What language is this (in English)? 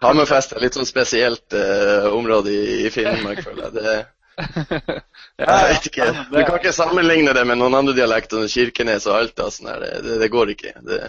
Norwegian